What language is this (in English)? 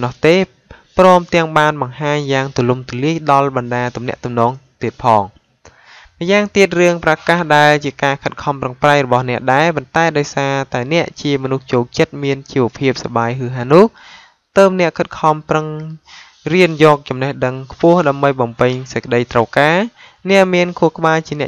Khmer